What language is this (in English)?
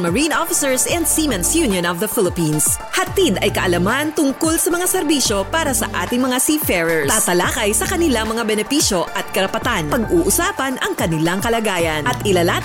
Filipino